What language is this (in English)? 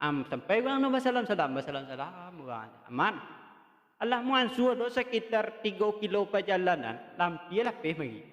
Minangkabau